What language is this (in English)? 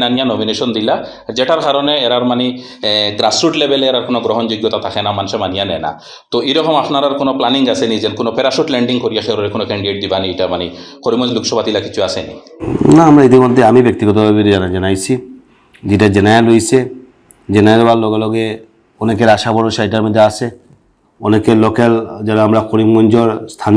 Sylheti